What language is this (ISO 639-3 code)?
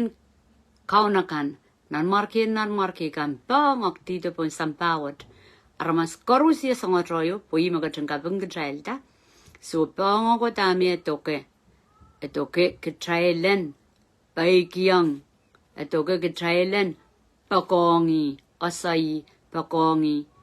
pon